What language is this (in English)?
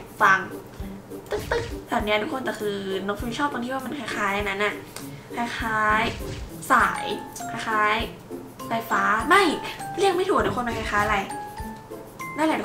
Thai